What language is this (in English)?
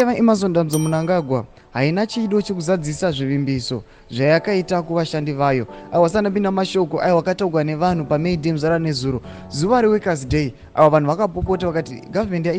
Shona